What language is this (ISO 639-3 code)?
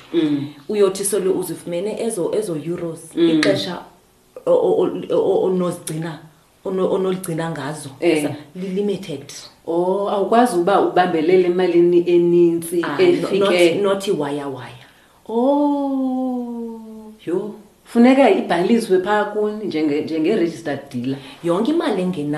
xho